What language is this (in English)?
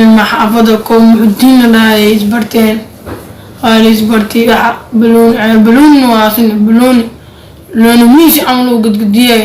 Somali